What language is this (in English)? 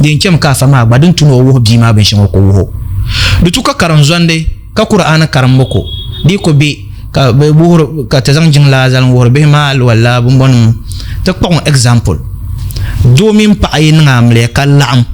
Dagbani